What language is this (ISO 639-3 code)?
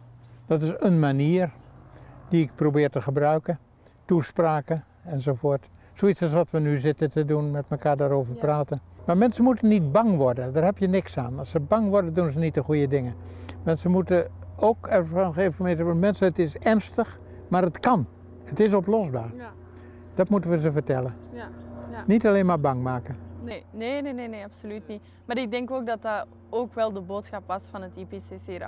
nld